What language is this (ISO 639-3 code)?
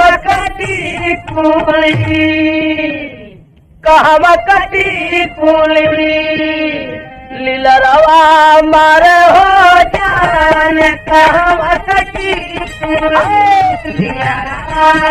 bho